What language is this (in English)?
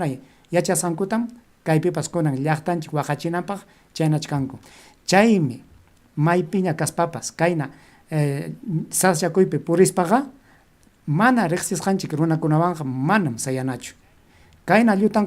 Ayacucho Quechua